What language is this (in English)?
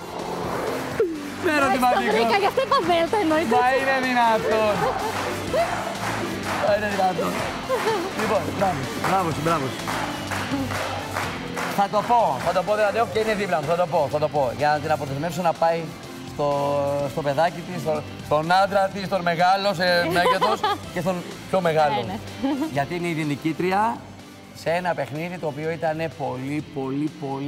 Greek